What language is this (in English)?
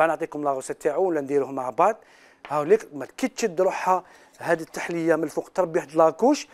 Algerian Arabic